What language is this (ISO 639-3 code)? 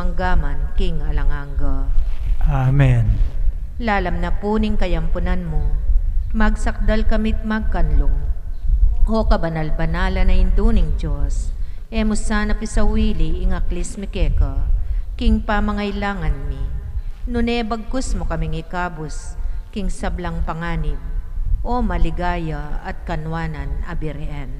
pam